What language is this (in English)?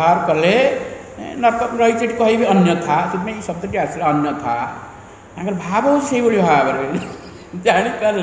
Odia